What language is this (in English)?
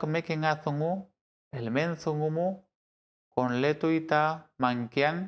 Mapuche